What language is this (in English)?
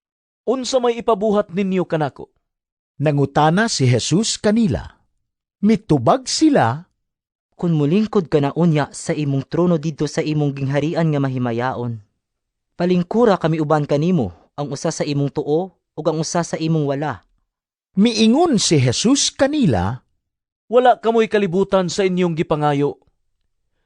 Cebuano